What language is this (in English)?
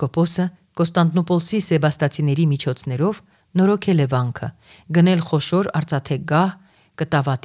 Armenian